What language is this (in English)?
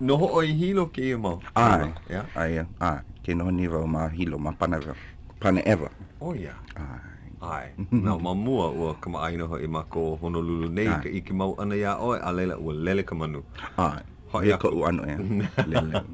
Hawaiian